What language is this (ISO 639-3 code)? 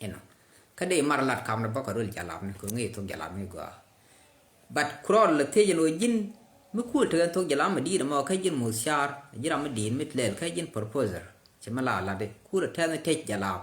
nus